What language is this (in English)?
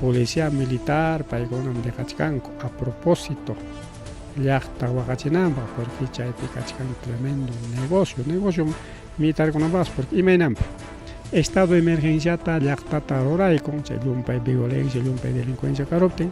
Ayacucho Quechua